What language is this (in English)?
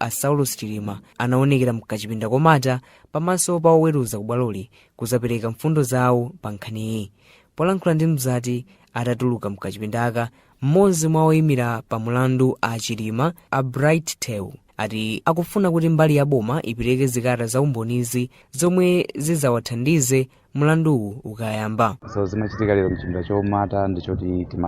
Nyanja